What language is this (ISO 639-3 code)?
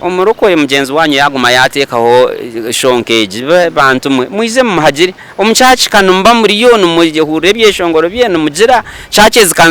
nyn